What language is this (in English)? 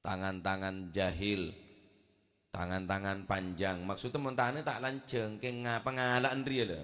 Madurese